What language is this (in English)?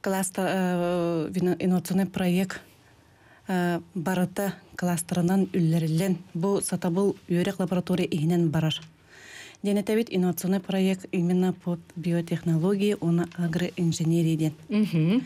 Yakut